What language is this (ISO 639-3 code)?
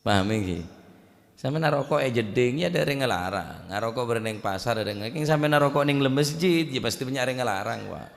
mad